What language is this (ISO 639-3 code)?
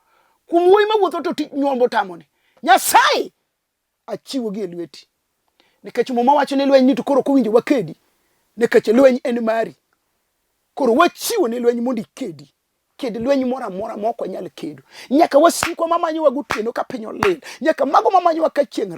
luo